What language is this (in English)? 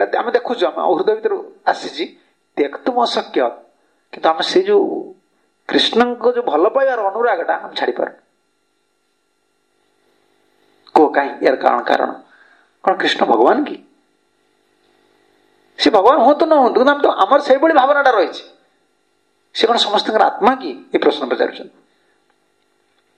Odia